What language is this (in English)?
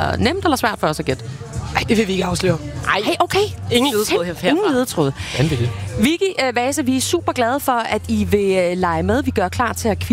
Danish